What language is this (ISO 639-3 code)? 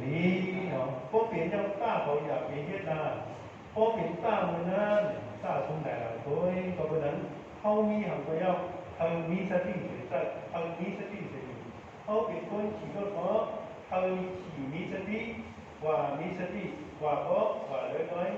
shn